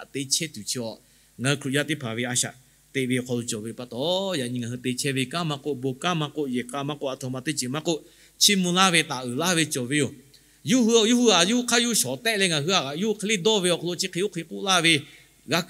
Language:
Lahu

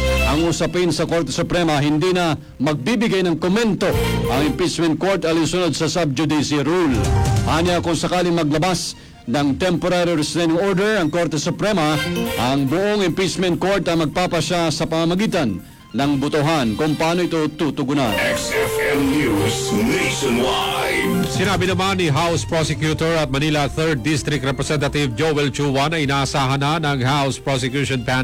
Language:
Filipino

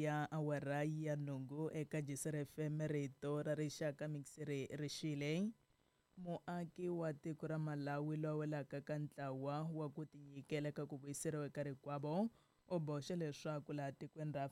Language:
Tsonga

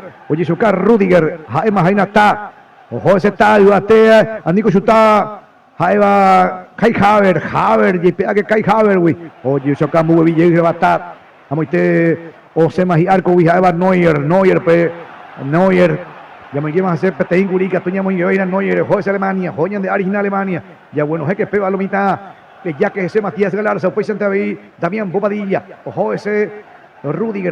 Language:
Guarani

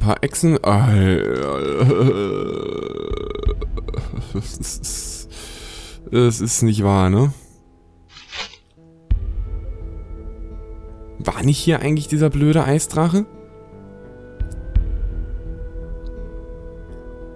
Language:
German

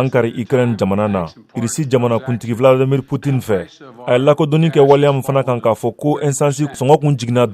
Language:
Bambara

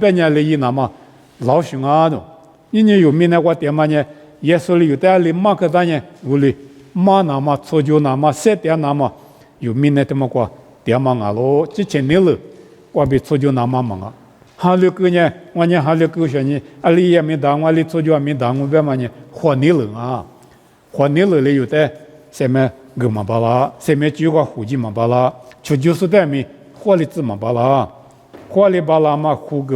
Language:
Lisu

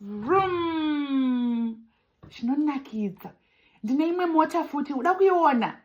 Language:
Shona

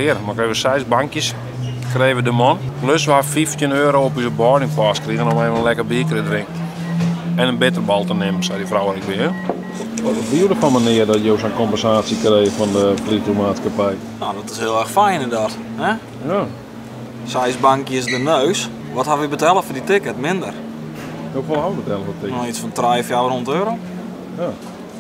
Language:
Western Frisian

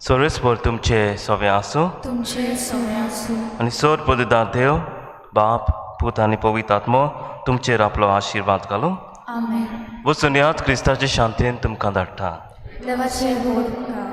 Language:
Konkani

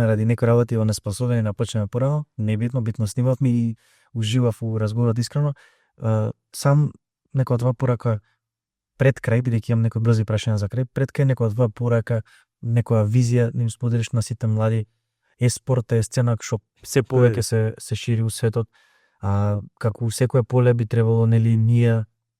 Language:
Macedonian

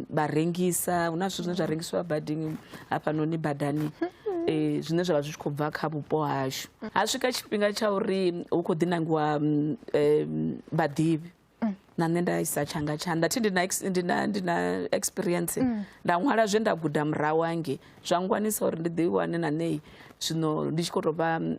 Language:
Venda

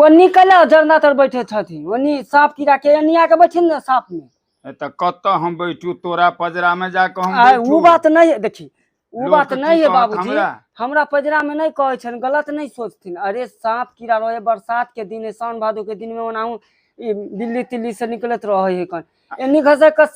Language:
Maithili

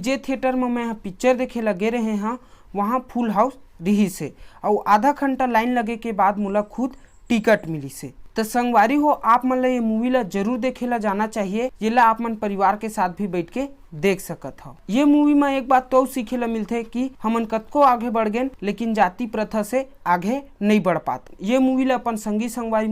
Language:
Chhattisgarhi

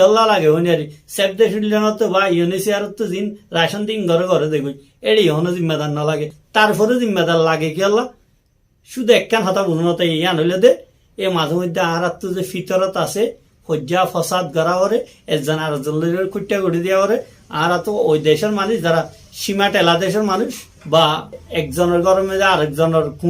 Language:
Rohingya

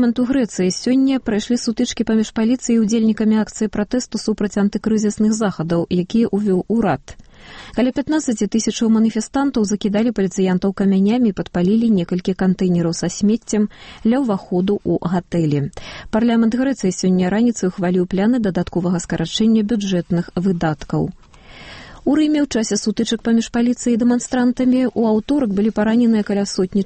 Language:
Belarusian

